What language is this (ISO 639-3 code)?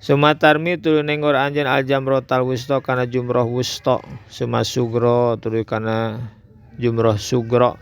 sun